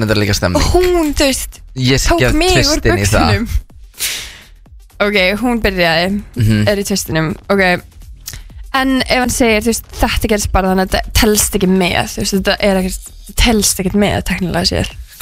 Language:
Icelandic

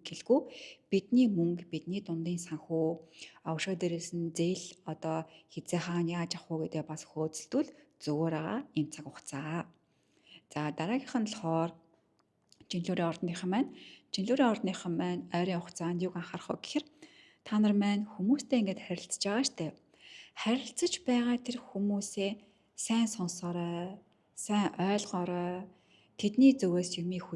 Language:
Mongolian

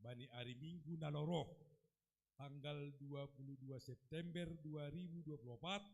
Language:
Batak Simalungun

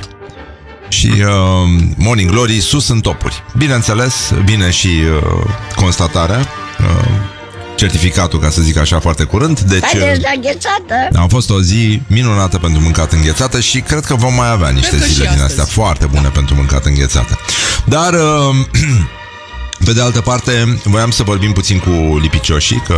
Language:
Romanian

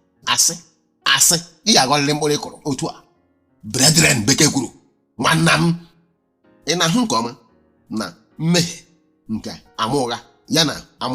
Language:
Igbo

